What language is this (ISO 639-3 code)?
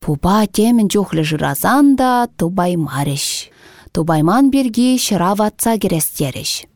chv